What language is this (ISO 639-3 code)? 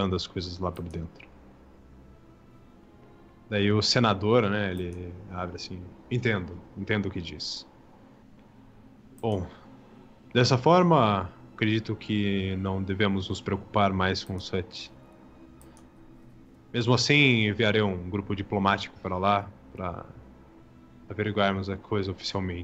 por